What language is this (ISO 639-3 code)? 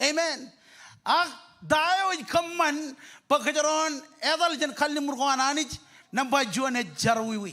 mah